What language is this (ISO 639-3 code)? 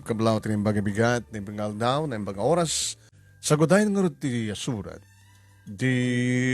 ilo